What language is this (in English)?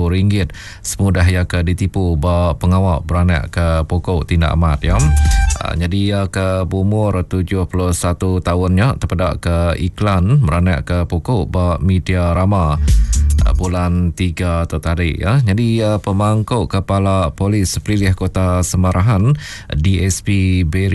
Iban